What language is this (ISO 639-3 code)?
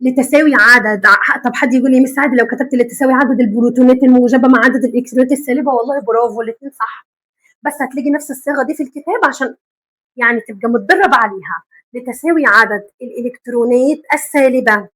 arz